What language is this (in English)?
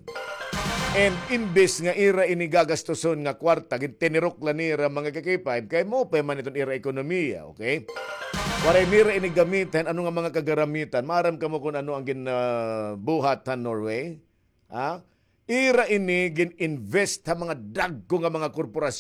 Waray